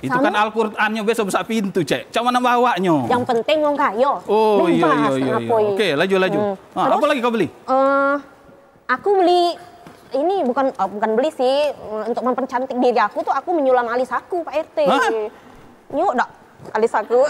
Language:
Musi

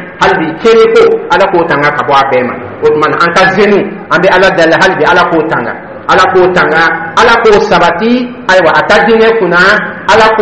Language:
Dyula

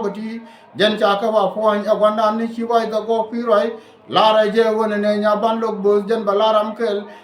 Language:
Nuer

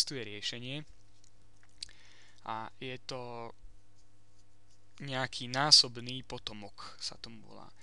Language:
Slovak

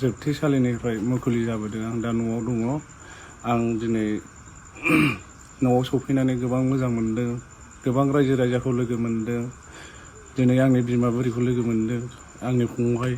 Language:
Bodo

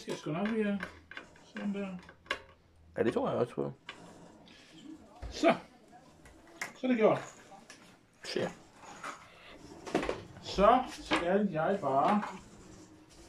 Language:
Danish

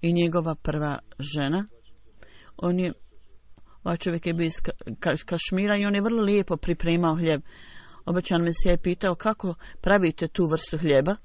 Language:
Bosnian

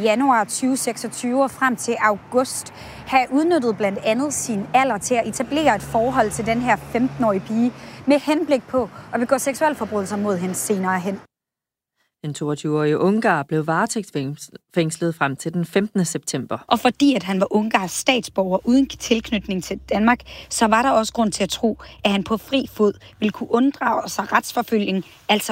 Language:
Danish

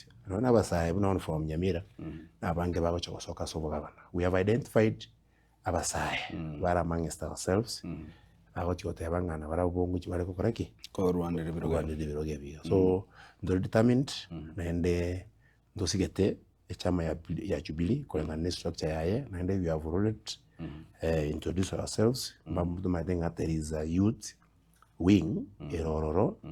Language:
Gusii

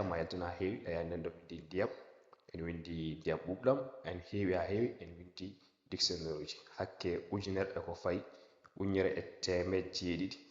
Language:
Fula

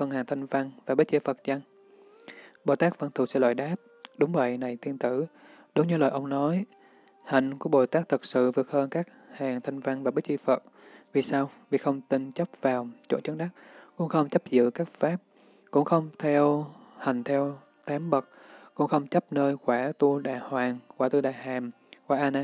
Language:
Vietnamese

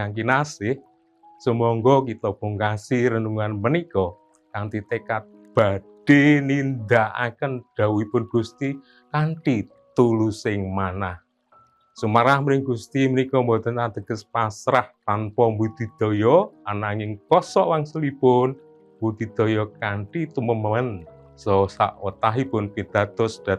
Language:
Javanese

